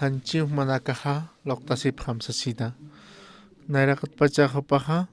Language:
Aymara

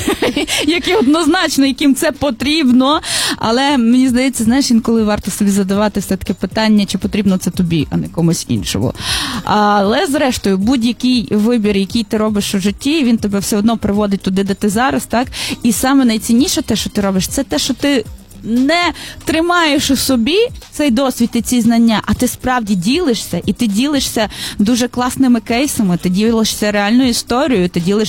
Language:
Ukrainian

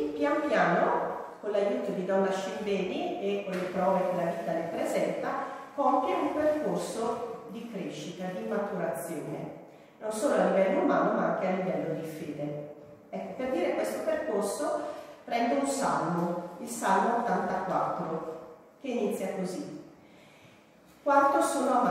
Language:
Italian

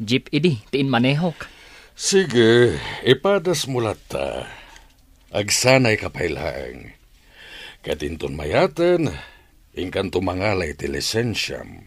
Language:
Iloko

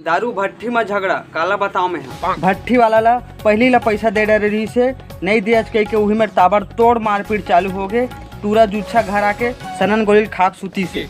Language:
Chhattisgarhi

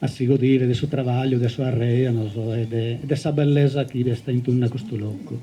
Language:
Sardinian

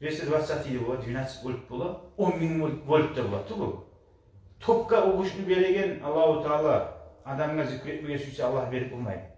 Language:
Kumyk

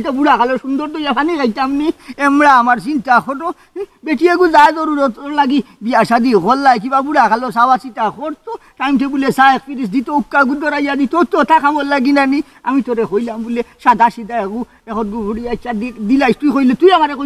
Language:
Sylheti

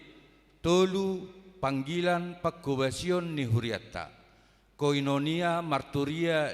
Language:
Batak Toba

